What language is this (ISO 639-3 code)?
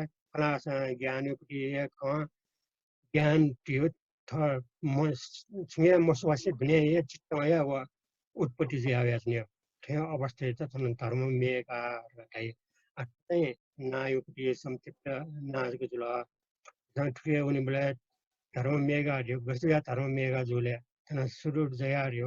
new